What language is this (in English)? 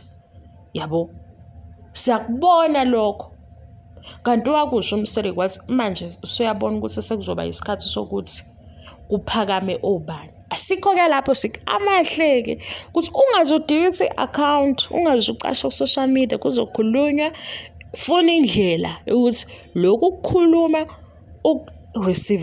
Zulu